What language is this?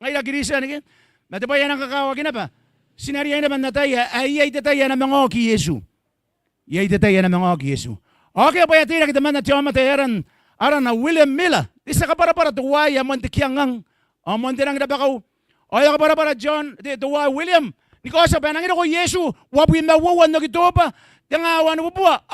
Gilbertese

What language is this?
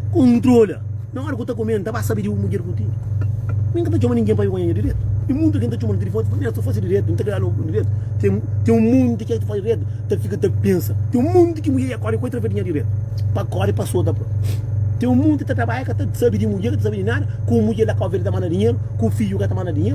Kabuverdianu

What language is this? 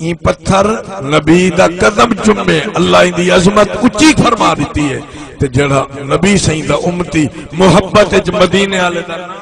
Saraiki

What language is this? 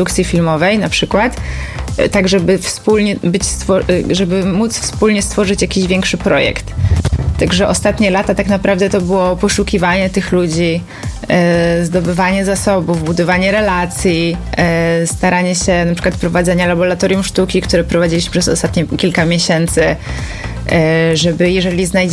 Polish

